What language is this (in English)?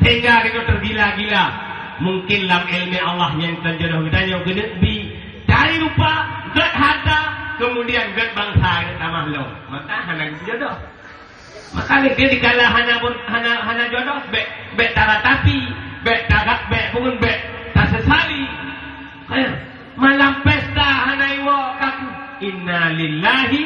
Achinese